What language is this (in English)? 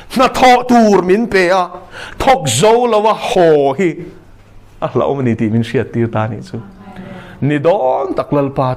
Mizo